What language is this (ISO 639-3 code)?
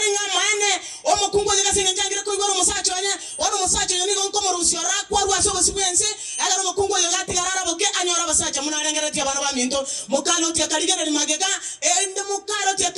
guz